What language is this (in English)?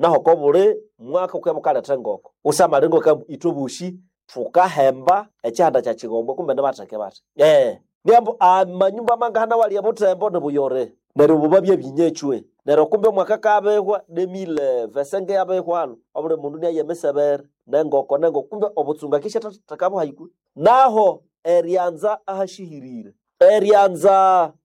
Nande